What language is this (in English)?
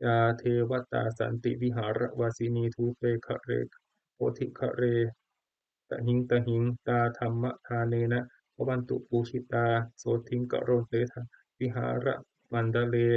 Pali